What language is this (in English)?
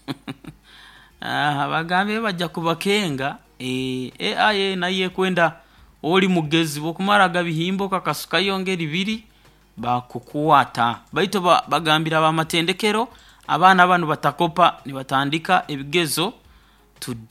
Nyoro